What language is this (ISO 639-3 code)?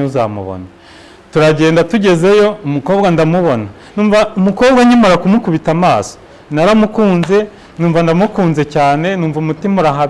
kin